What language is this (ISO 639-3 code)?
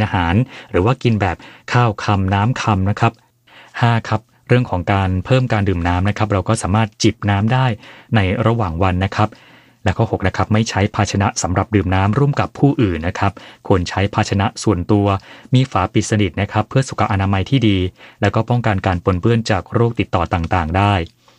tha